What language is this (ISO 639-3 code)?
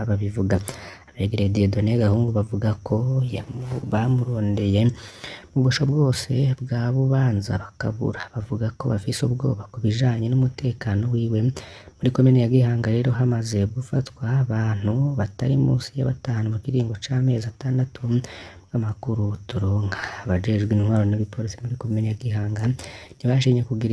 run